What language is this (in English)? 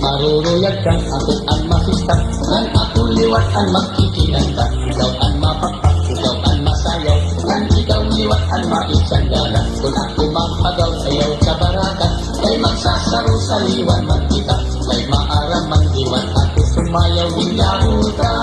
Waray